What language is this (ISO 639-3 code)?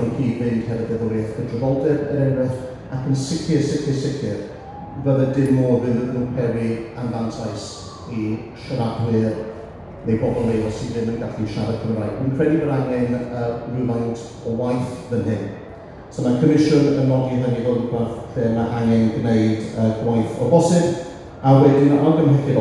cym